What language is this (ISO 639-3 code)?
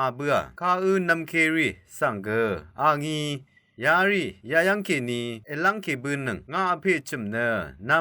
raw